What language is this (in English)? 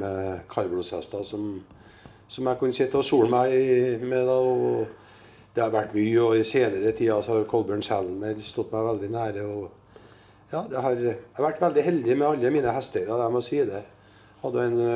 Norwegian